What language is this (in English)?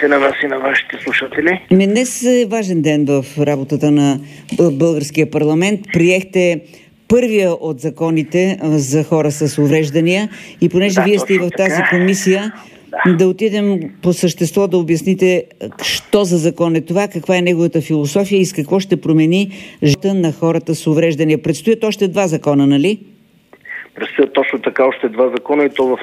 Bulgarian